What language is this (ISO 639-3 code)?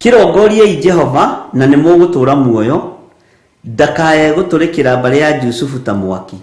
kik